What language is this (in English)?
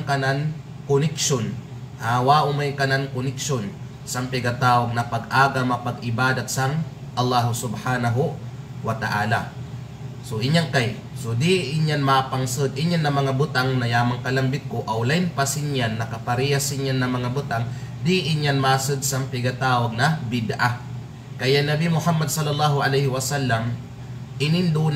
Kalagan